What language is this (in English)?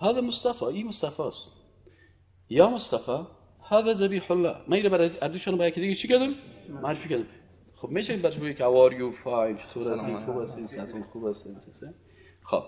Persian